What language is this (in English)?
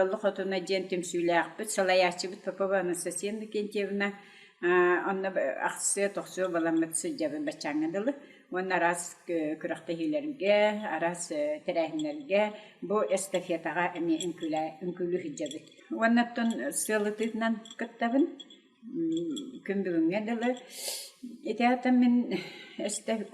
Yakut